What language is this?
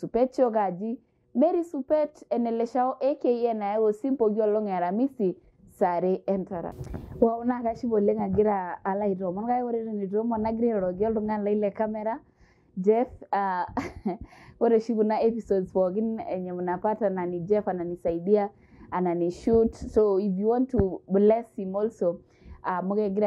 Masai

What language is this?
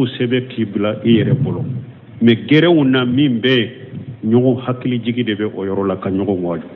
Bambara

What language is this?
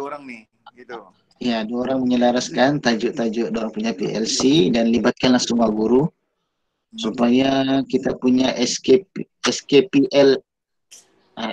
Malay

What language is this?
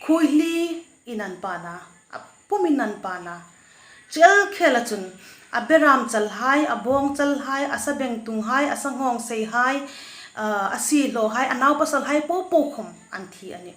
Hmar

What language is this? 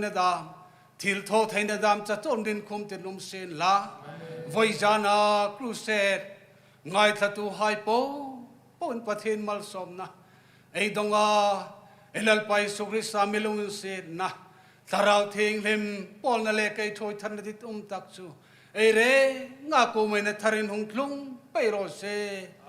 Hmar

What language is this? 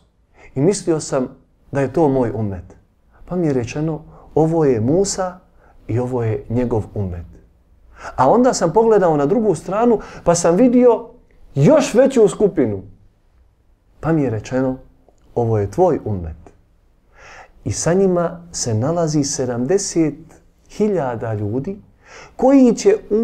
Bosnian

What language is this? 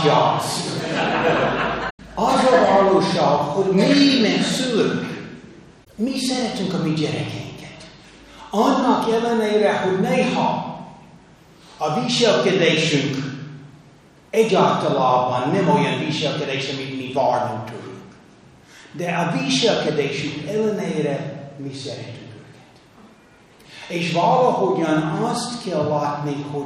Hungarian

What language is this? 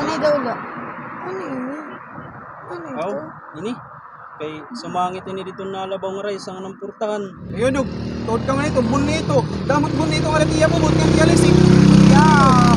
Waray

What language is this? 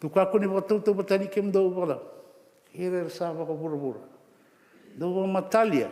Fijian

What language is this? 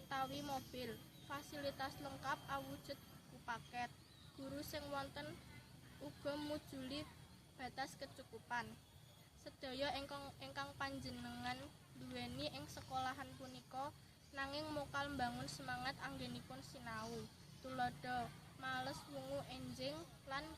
Javanese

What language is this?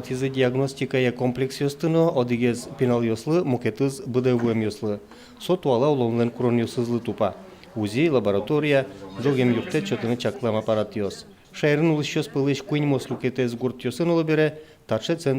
Udmurt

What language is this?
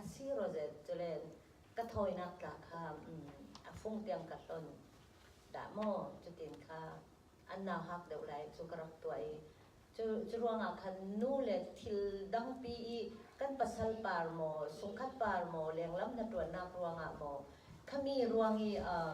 Falam Chin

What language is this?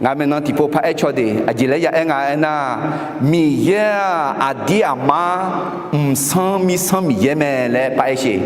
Akha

